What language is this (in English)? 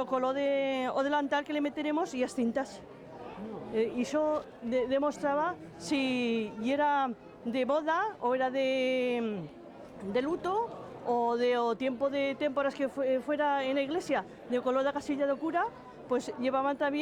Aragonese